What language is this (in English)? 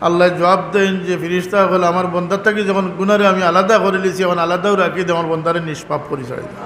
Sylheti